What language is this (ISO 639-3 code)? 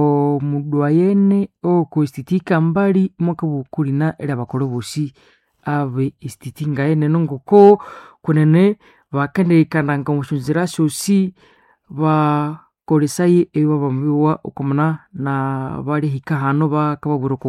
nnb